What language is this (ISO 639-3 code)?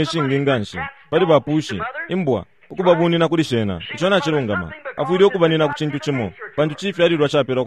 bem